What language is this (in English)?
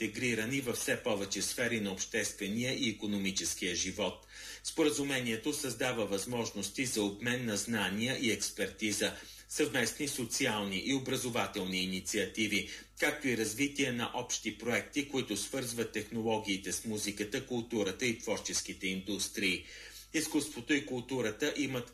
Bulgarian